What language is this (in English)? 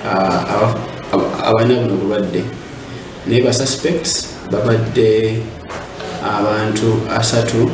Nyankole